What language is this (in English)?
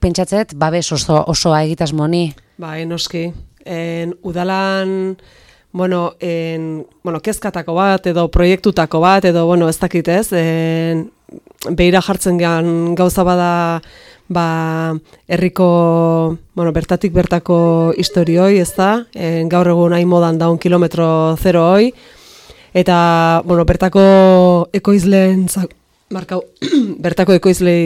Basque